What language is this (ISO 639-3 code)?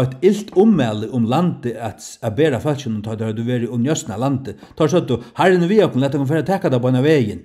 fao